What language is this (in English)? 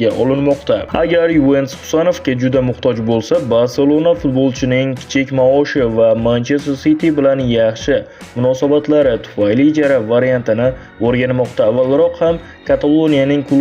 Uzbek